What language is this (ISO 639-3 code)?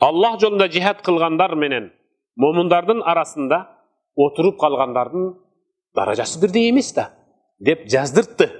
kir